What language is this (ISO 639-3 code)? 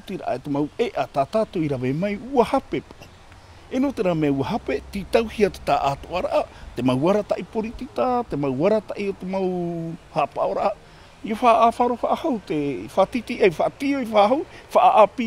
tah